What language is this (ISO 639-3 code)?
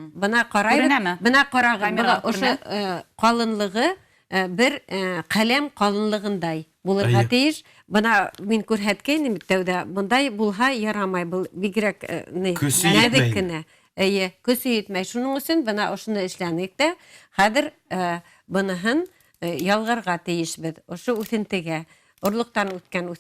bak